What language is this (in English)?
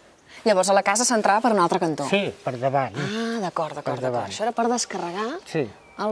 Catalan